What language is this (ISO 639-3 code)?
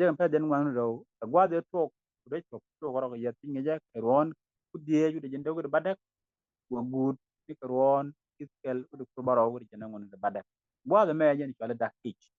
nus